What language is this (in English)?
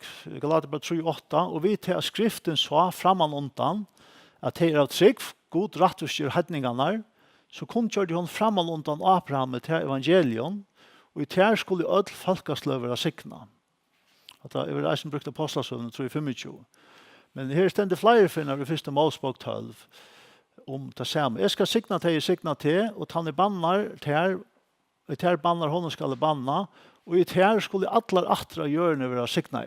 Faroese